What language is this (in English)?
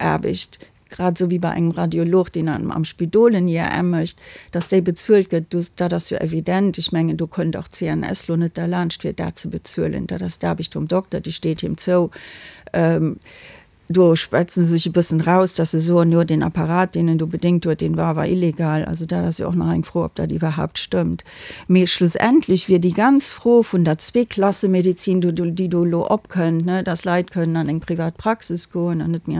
Luxembourgish